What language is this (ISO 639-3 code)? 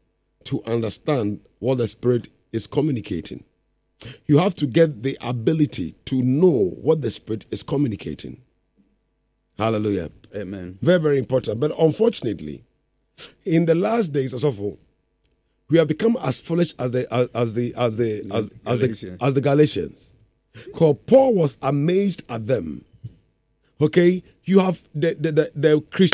eng